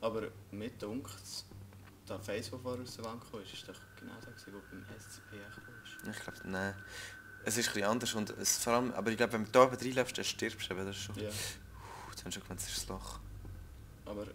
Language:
Swiss German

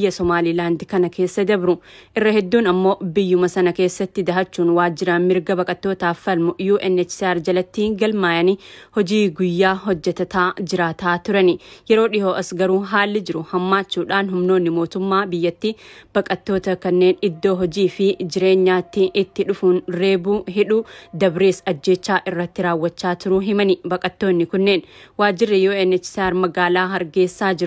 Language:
Oromo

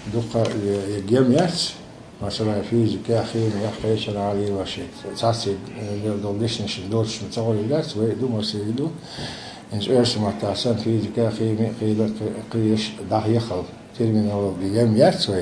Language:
Chechen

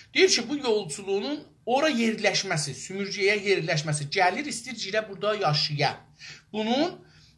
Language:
South Azerbaijani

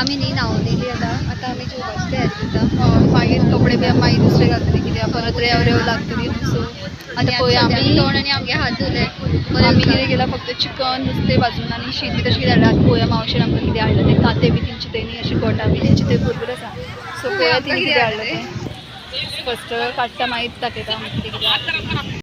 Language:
Konkani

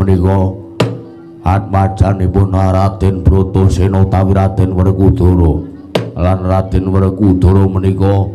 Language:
Javanese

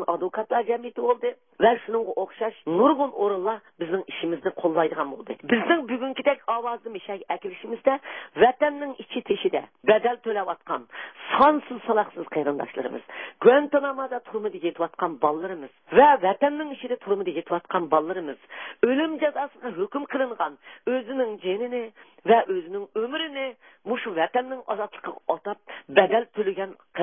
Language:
Uyghur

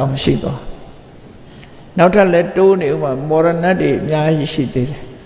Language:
Burmese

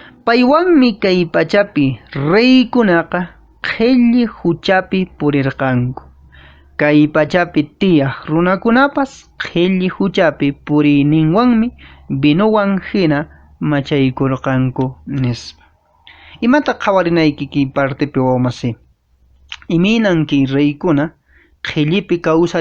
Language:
Quechua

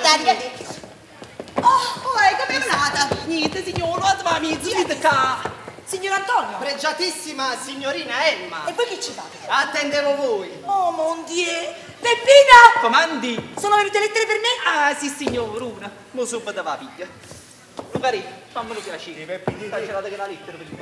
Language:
Neapolitan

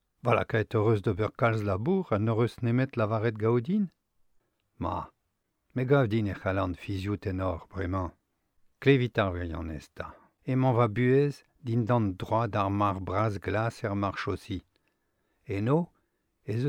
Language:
Breton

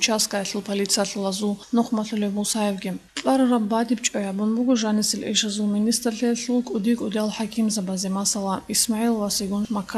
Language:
Avaric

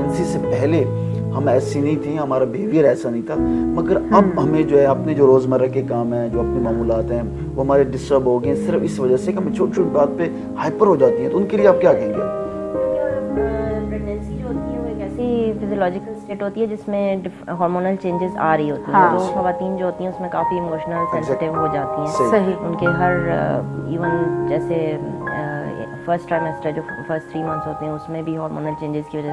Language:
Urdu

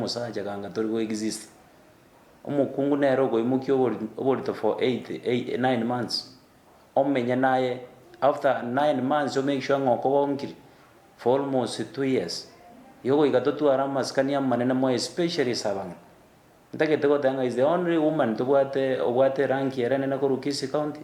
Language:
Gusii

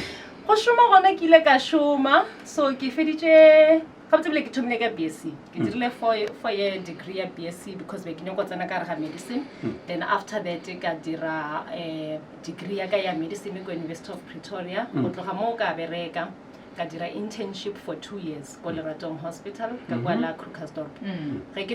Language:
Northern Sotho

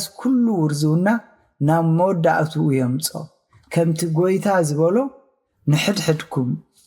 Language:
Tigrinya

